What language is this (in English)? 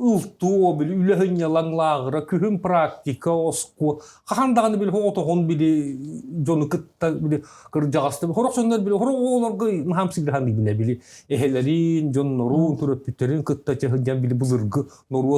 Yakut